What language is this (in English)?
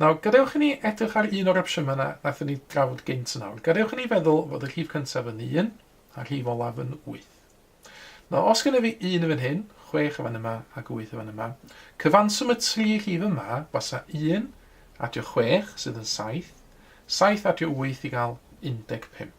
Welsh